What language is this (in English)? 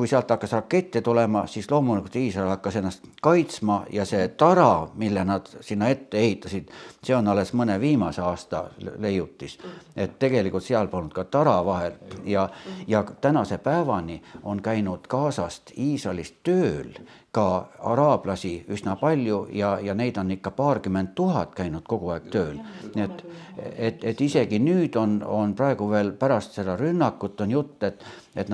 Estonian